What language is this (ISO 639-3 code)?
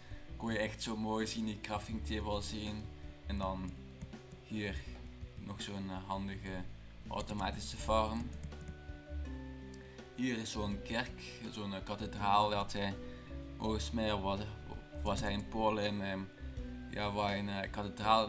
nld